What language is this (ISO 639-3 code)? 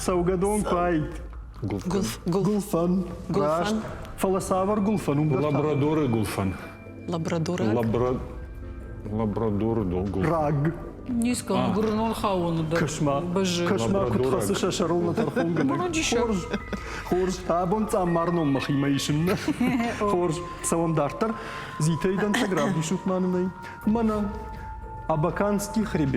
oss